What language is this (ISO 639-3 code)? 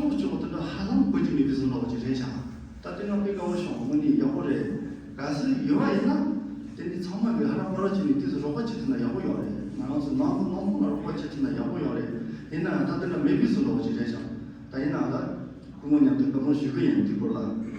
bod